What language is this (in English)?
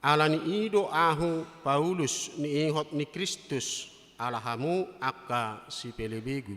Batak Toba